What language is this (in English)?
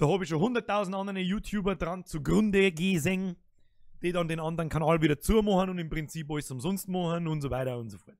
Bavarian